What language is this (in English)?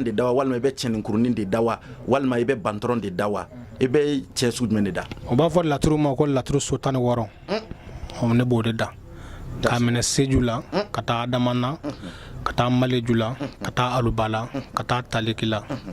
Bambara